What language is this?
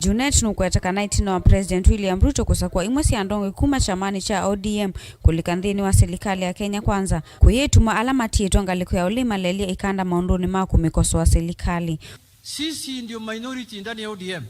Kamba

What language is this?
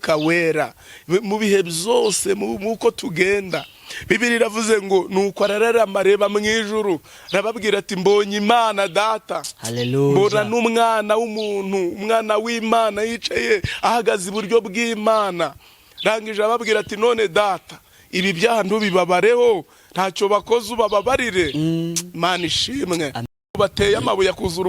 Kinyarwanda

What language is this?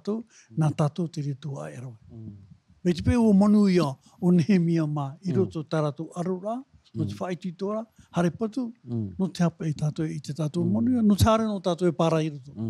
Tahitian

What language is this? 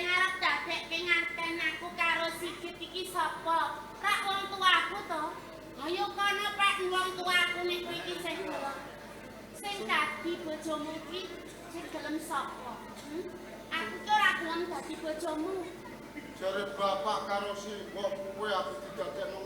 Javanese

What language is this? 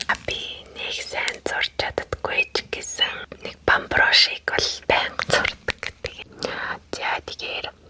Mongolian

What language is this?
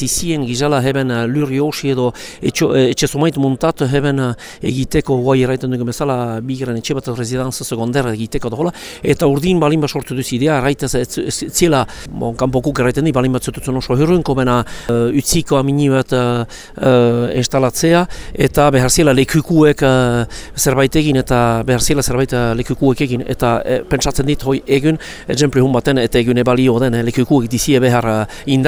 Basque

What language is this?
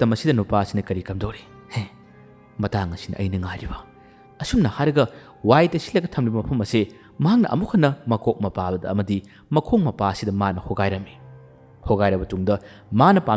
Manipuri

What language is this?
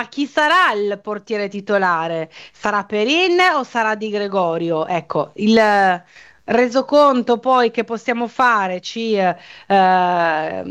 Italian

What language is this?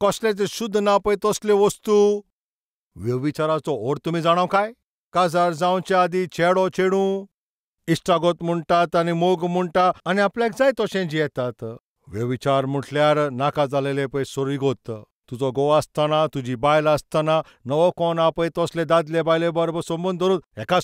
Konkani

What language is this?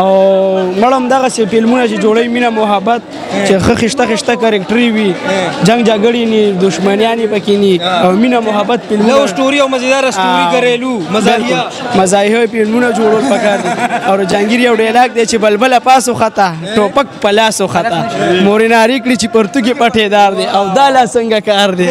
Pashto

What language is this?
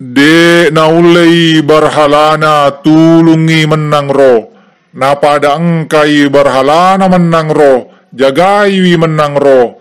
Buginese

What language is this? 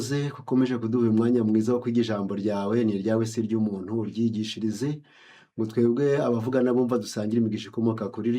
Kinyarwanda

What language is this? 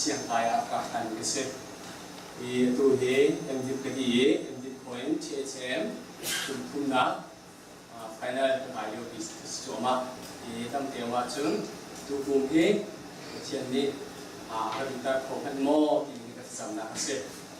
Hakha Chin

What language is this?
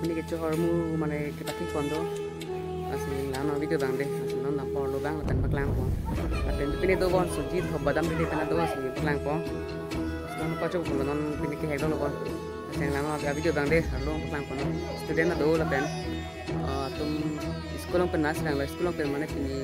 Karbi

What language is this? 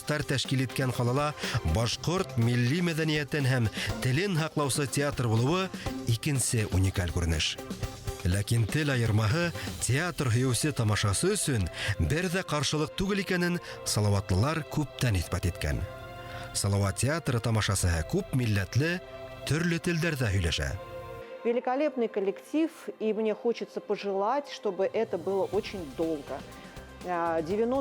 Bashkir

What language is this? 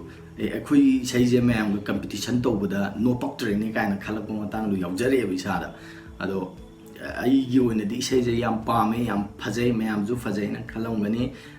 Manipuri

